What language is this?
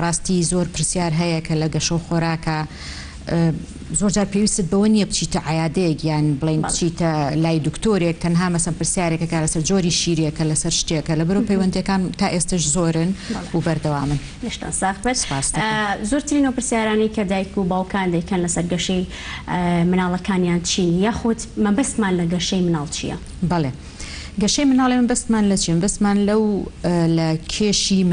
Central Kurdish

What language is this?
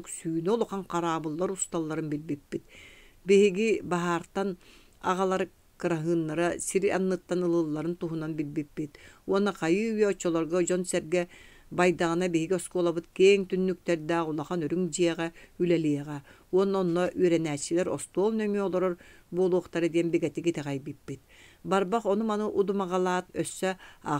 Yakut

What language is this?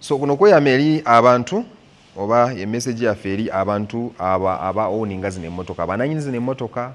Ganda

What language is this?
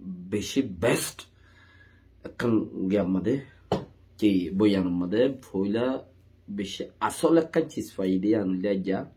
Rohingya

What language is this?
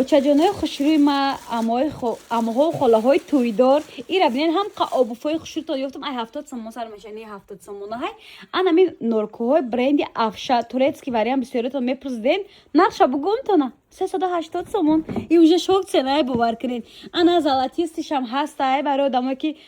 Tajik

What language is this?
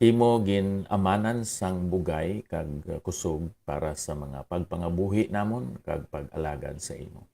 Hiligaynon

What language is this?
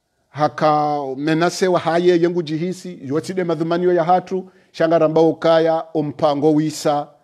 Swahili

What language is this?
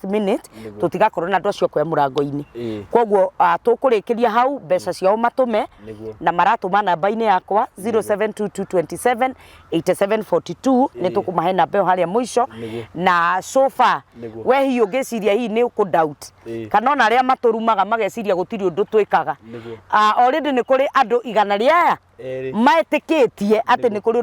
Kikuyu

